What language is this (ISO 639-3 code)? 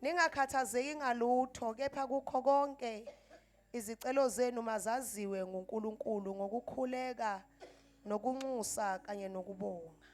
zul